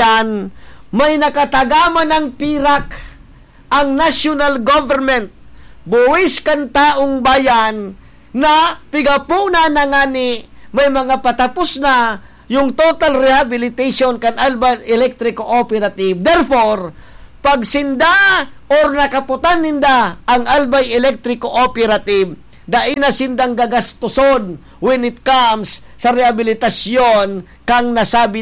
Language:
Bikol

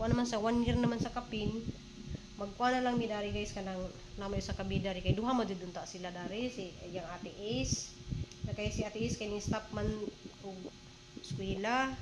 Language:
Cebuano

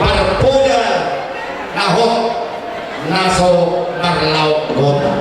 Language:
Batak Toba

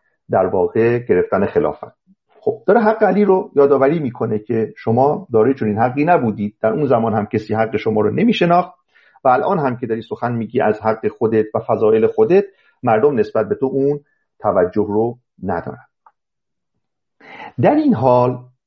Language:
Persian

